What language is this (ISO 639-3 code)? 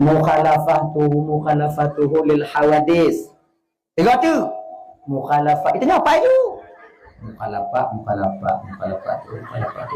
ace